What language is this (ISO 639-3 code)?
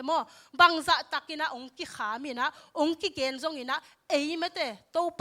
ctd